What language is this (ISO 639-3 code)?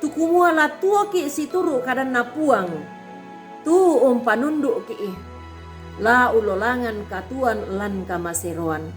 sda